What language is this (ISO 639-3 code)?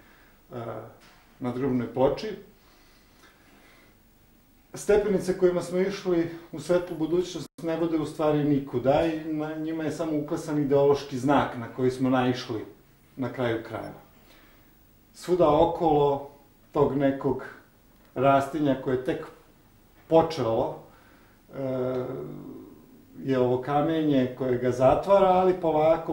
srp